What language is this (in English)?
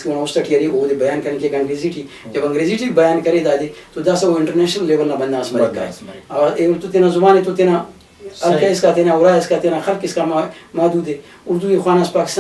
Brahui